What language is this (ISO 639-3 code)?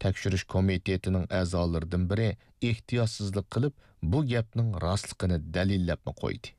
uig